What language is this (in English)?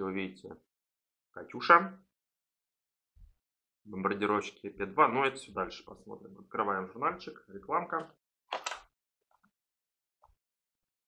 Russian